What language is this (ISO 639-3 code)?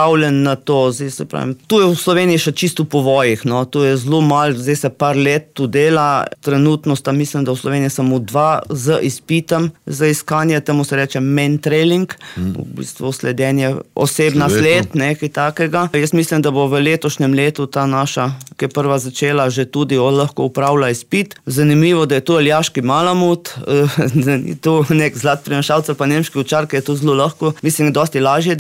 slv